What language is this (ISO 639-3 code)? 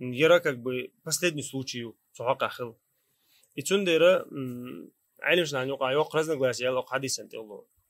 che